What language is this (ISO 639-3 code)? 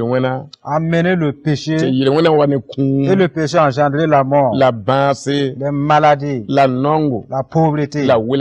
mos